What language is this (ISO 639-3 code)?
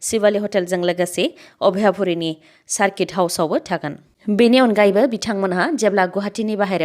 brx